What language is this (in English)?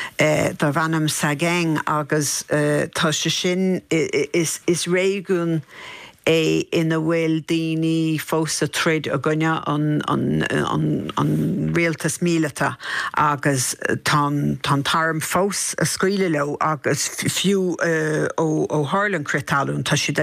Irish